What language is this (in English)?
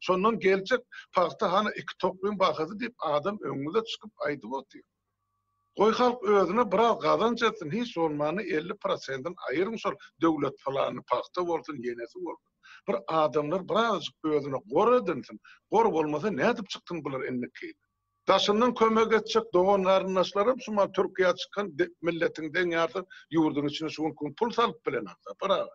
Turkmen